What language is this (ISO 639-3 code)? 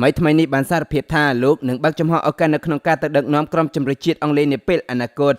khm